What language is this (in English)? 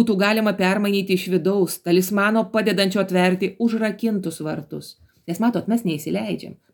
Lithuanian